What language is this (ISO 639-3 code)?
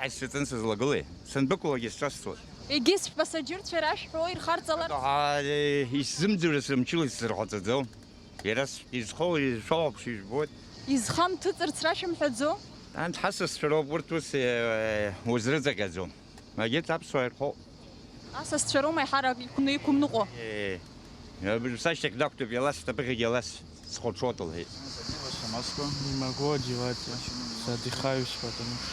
abk